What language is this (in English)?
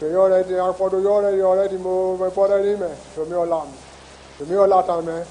Ewe